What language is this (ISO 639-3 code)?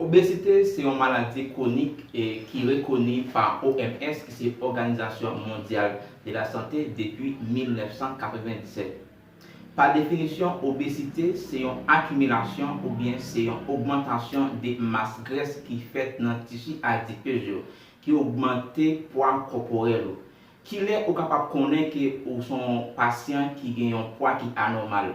hat